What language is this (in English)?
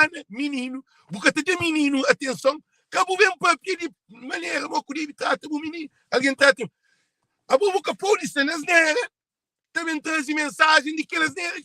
Kabuverdianu